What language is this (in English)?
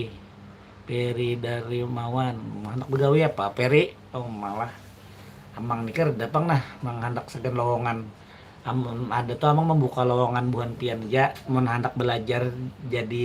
Banjar